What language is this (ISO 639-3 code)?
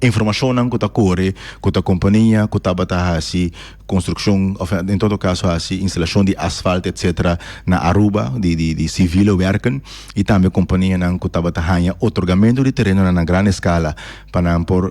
pap